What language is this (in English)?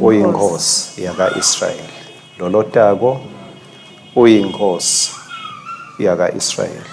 Swati